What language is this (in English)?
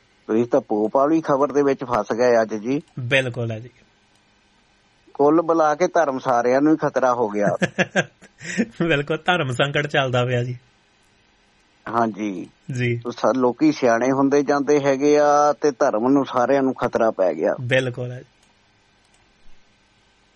Punjabi